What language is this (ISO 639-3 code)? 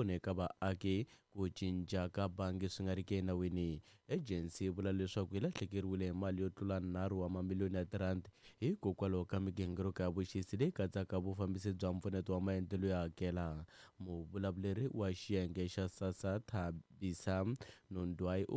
tso